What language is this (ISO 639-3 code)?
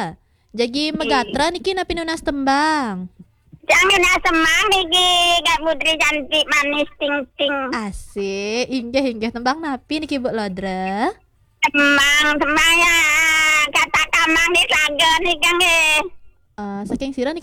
ban